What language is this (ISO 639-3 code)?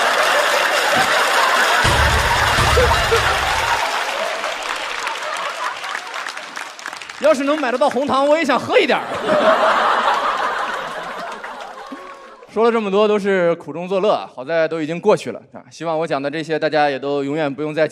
zho